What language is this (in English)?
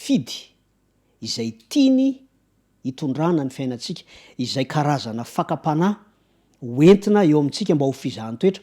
Malagasy